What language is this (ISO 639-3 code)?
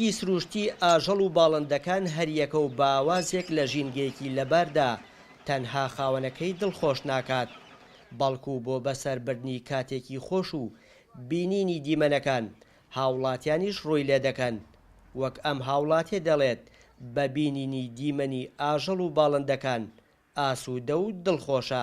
ckb